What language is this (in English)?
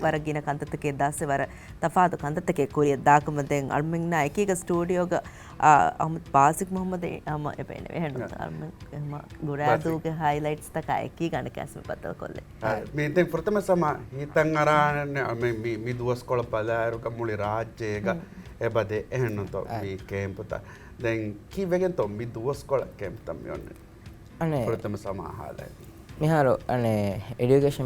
Divehi